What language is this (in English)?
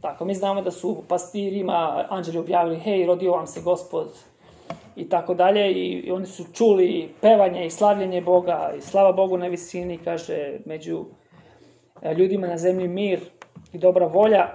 Serbian